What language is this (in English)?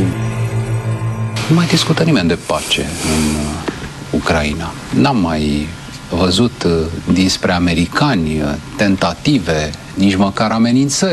Romanian